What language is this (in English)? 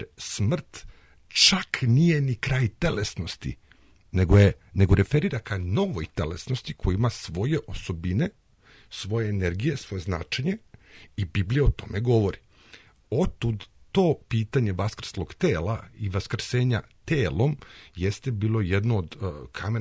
Serbian